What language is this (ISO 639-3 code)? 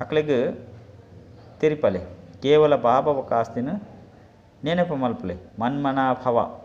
tcy